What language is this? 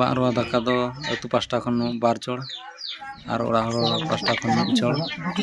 Santali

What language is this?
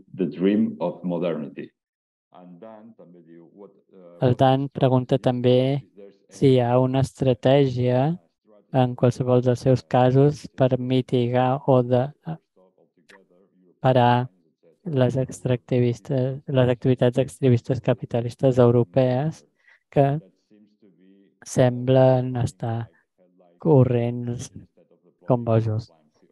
Catalan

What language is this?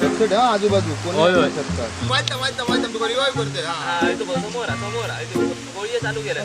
Konkani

